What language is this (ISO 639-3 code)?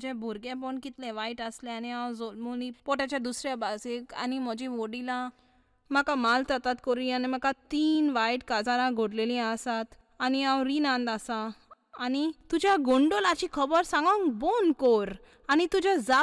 kok